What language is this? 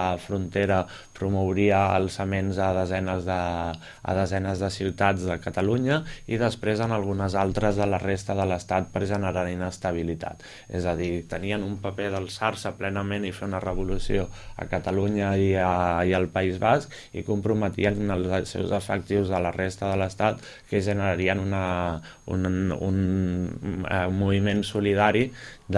Catalan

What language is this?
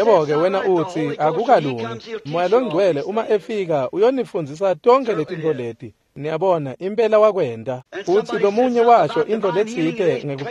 Swati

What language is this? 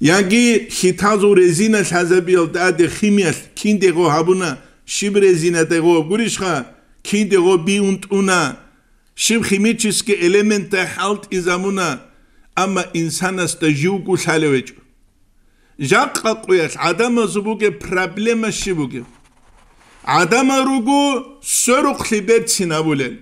Avaric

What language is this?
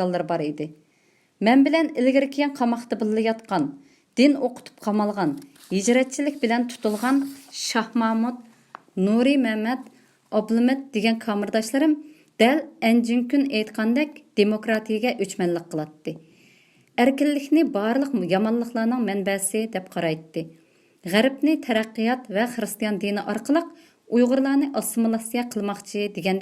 Uyghur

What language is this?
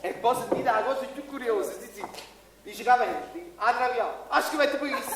Neapolitan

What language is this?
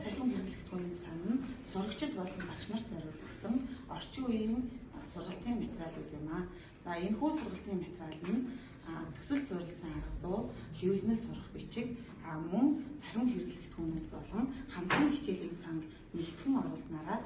Mongolian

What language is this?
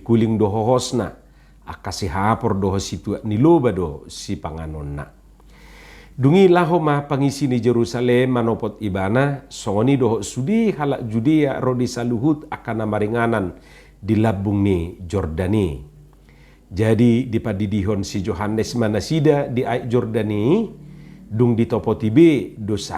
Batak Toba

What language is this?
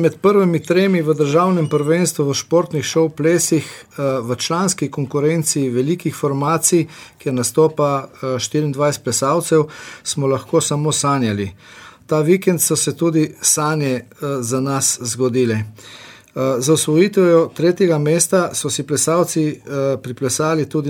Slovenian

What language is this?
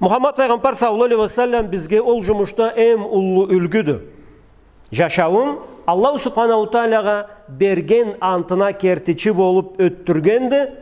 Karachay-Balkar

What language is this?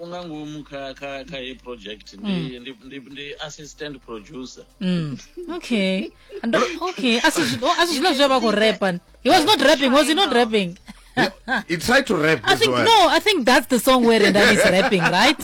Venda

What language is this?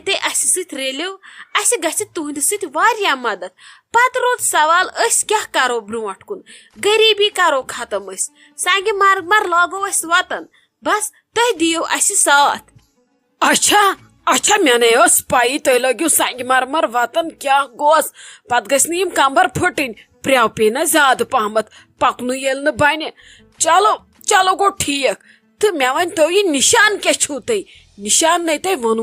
Kashmiri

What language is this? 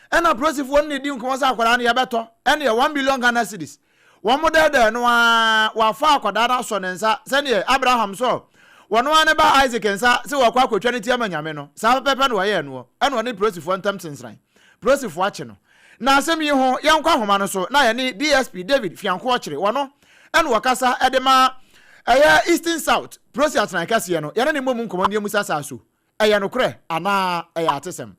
Akan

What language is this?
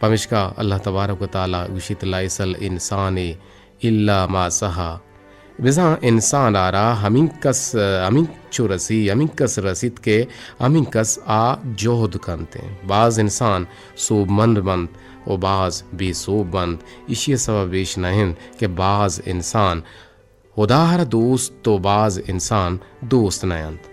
Eastern Balochi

